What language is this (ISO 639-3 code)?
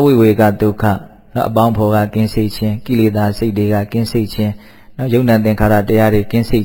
mya